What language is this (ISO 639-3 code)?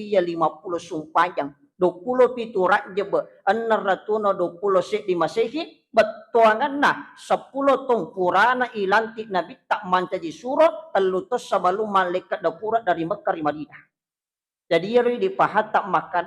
bug